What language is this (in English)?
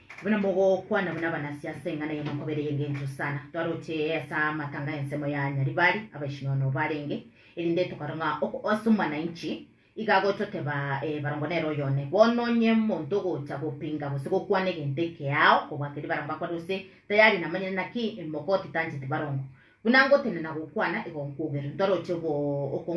Gusii